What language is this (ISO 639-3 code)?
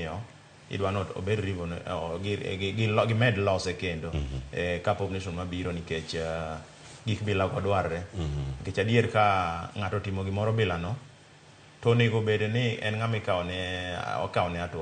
luo